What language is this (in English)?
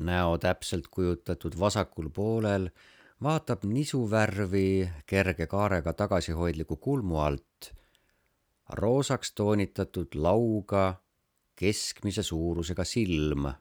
Estonian